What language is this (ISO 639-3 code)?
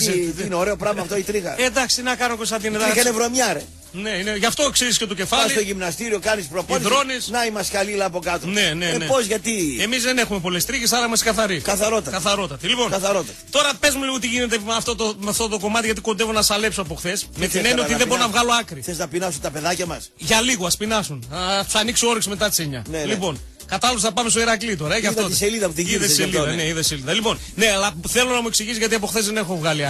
ell